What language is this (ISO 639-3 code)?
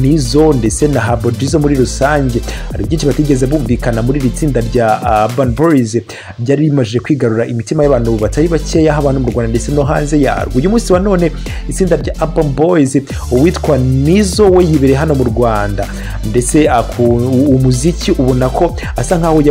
kin